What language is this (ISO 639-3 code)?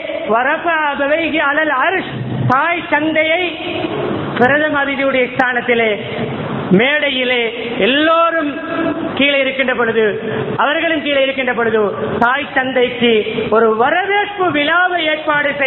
tam